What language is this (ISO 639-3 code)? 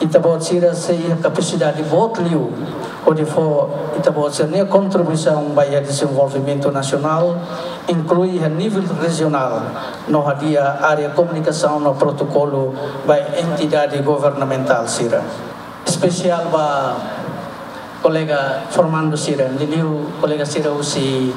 tet